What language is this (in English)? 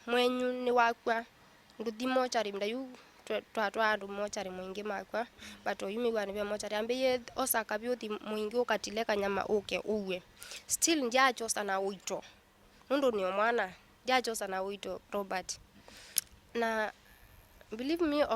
Kamba